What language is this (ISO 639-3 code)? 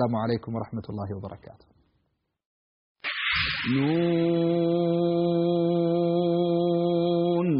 ara